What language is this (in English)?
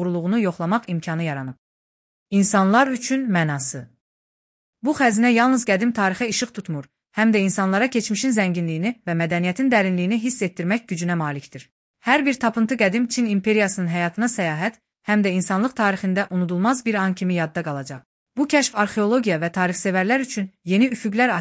Azerbaijani